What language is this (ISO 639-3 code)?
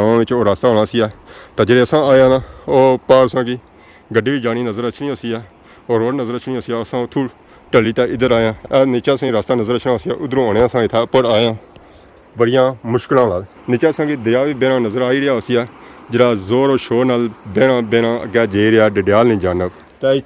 phr